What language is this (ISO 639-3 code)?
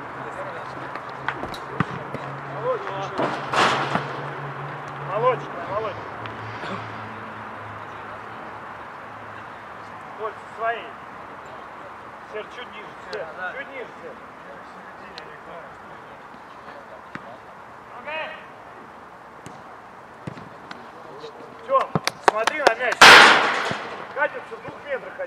rus